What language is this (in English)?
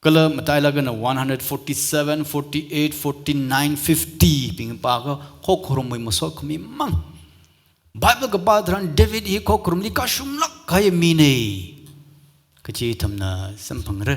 Tangkhul Naga (India)